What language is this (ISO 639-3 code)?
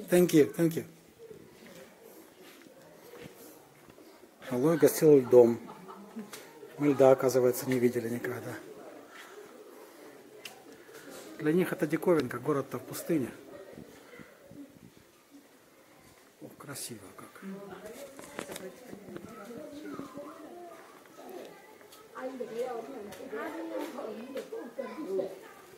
rus